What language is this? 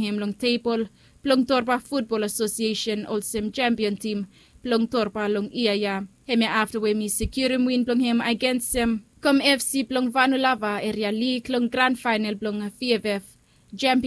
Bislama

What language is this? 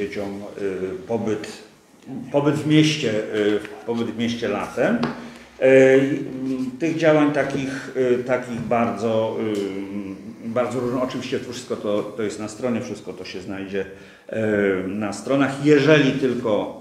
Polish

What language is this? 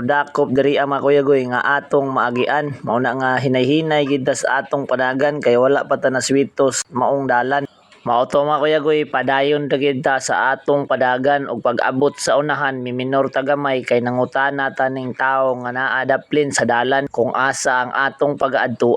Cebuano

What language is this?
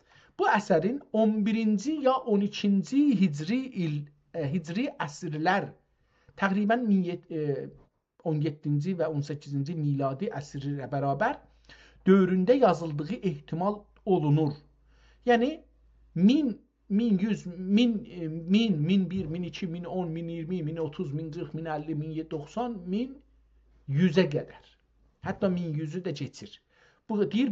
South Azerbaijani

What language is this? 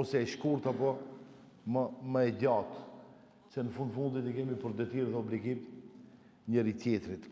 Albanian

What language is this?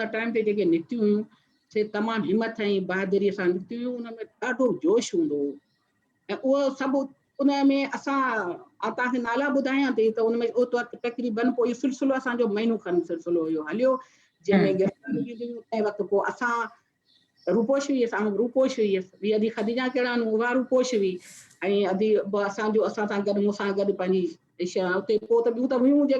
Sindhi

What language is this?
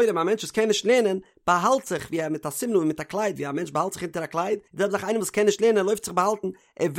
Yiddish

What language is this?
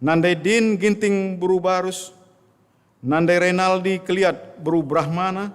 Batak Karo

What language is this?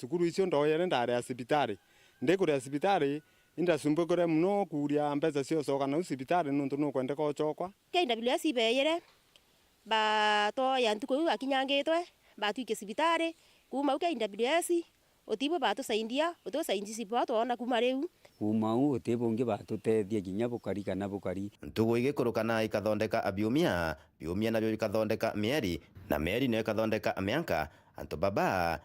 Meru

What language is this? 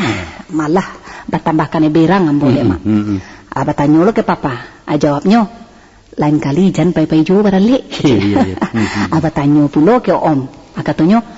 Minangkabau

